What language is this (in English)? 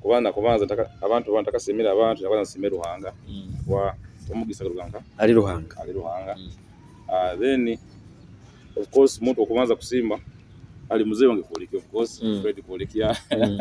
Nyoro